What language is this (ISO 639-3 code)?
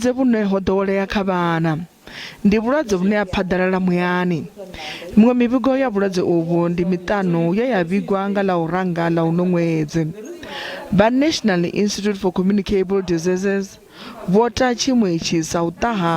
ven